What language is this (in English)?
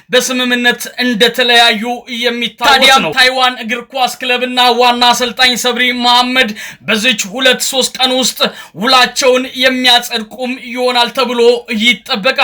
Amharic